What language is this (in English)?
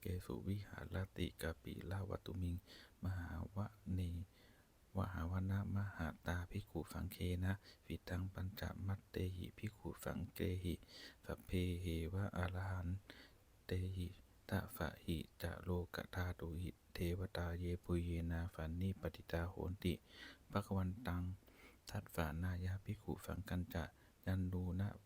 Pali